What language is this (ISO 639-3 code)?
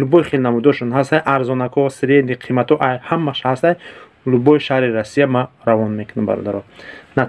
tgk